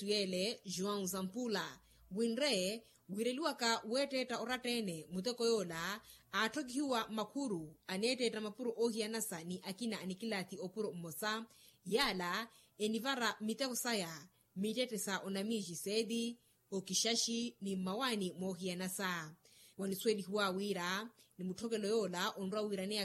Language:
Makhuwa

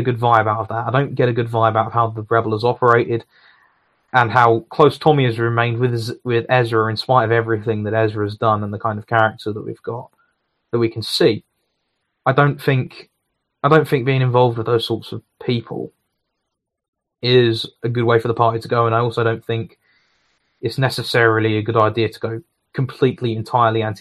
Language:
English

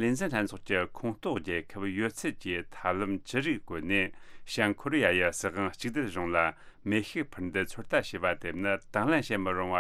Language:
Tibetan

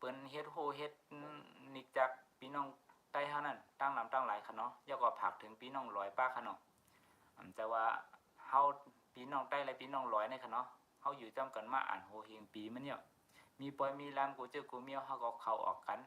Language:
Shan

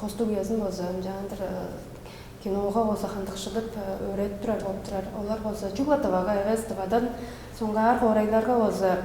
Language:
Tuvinian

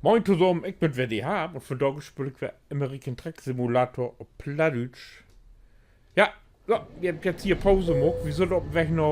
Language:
Low German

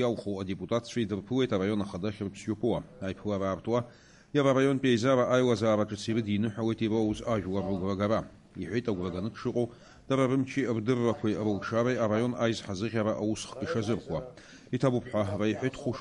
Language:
Abkhazian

